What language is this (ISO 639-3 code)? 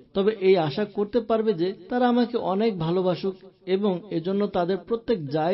ben